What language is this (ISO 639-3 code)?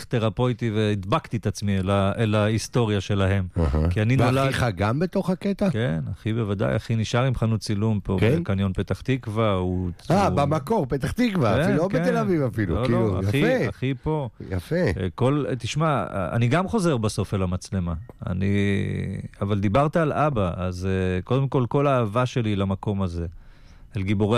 heb